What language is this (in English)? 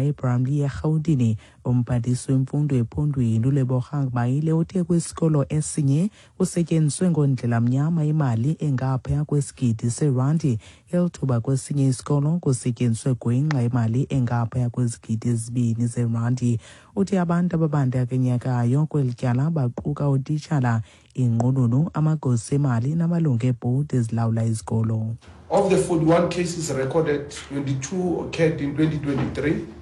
Xhosa